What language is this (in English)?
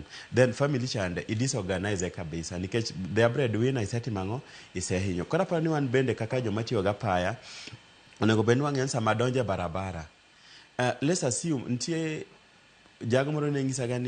Luo (Kenya and Tanzania)